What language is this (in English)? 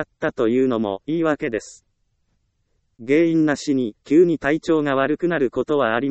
Japanese